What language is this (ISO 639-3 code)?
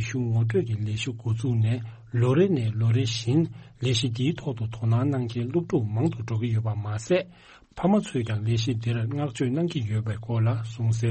bod